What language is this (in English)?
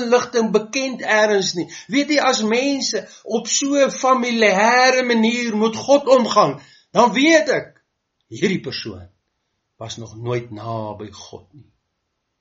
Afrikaans